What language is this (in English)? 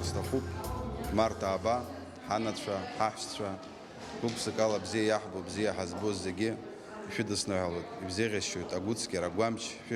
Abkhazian